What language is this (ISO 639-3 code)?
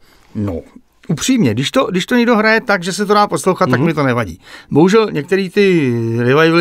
ces